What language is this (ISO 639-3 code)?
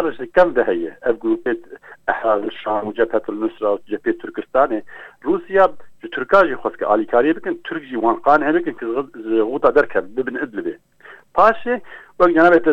kur